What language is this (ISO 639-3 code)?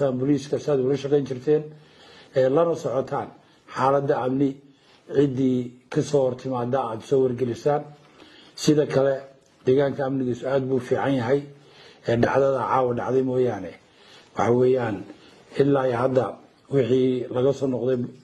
som